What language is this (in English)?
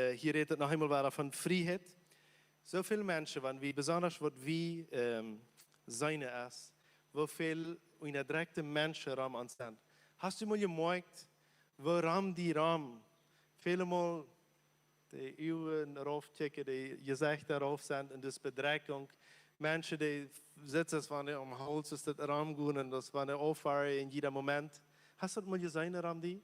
Plautdietsch